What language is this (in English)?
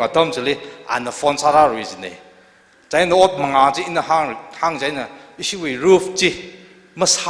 Tangkhul Naga (India)